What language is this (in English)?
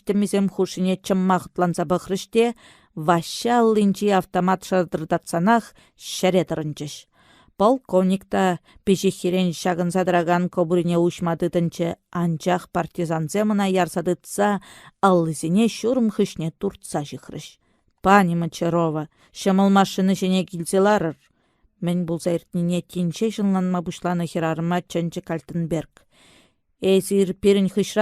Chuvash